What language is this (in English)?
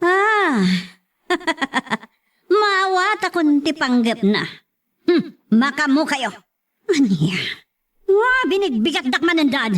Iloko